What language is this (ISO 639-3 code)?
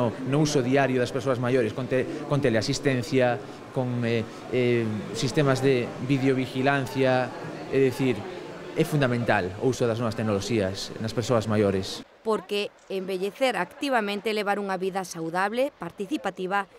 glg